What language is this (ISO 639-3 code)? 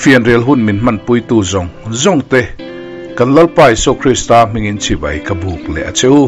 lus